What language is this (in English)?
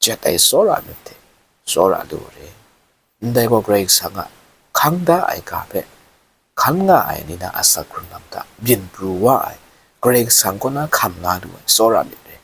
Kachin